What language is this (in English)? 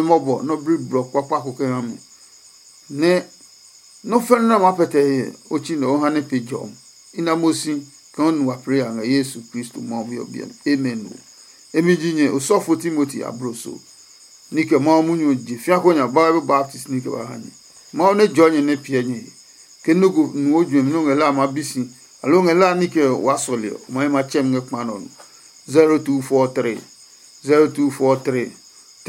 Adangme